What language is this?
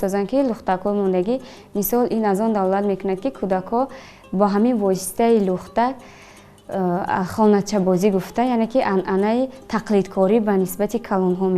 Tajik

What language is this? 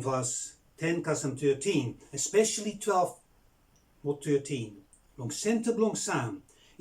Bislama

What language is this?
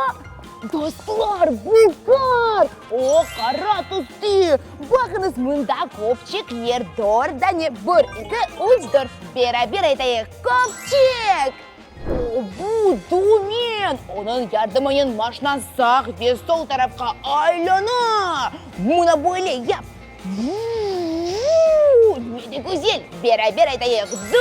Crimean Tatar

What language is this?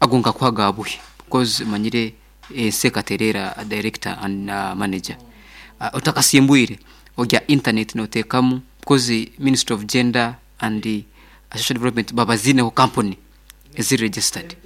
Nyankole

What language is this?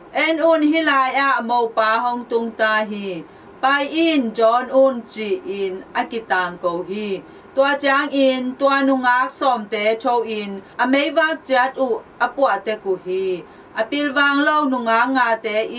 Tedim Chin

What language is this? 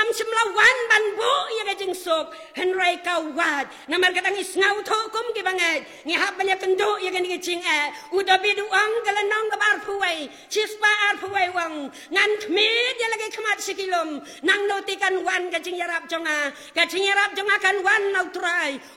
Khasi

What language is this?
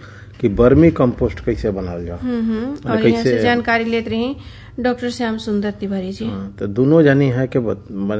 Bhojpuri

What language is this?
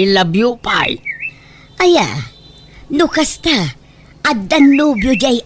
Iloko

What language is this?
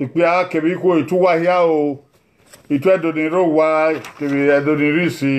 Bini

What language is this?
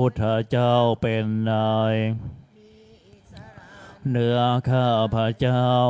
Thai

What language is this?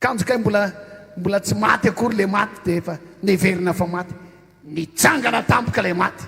Malagasy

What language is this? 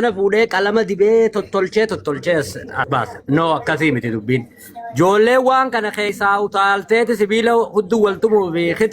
Oromo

